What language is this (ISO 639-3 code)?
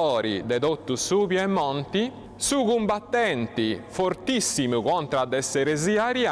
srd